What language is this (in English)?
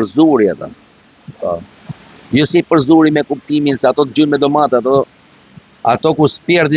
Albanian